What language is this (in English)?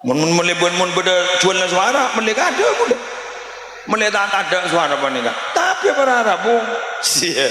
Madurese